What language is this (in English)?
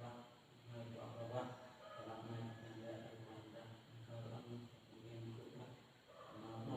Central Mnong